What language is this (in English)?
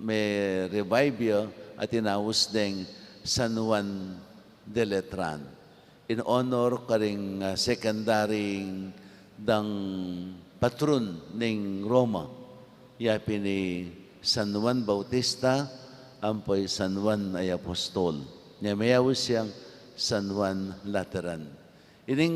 Pampanga